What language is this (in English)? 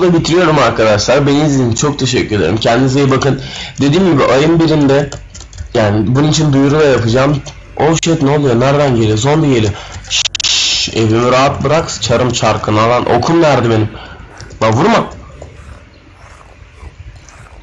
Turkish